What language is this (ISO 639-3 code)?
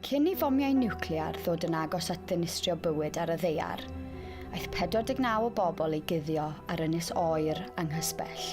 cym